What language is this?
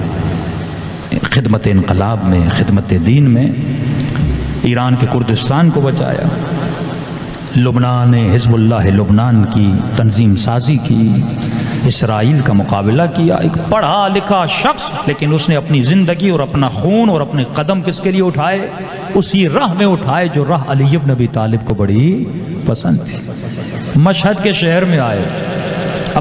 Urdu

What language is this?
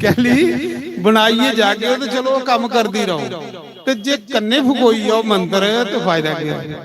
Dogri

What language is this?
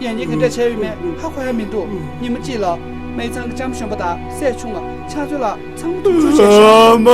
Tibetan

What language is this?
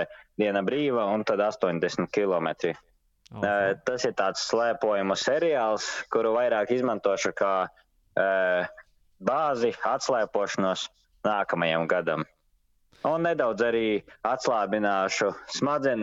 Latvian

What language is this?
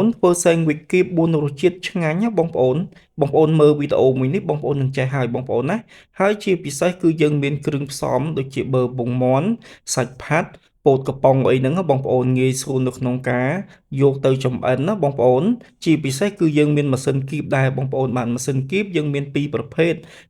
Khmer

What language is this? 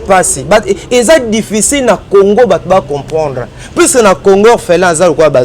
Lingala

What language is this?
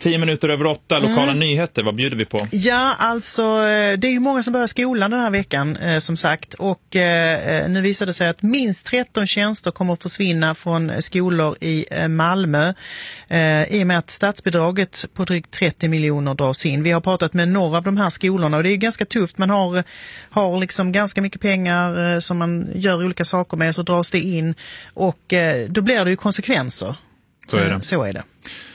Swedish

